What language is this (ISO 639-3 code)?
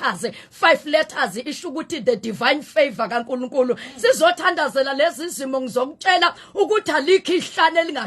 zul